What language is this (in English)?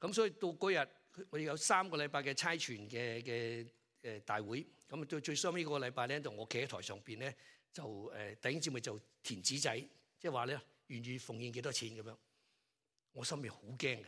Cantonese